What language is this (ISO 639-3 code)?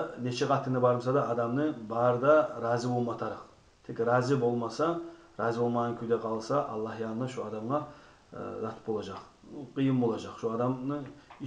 kum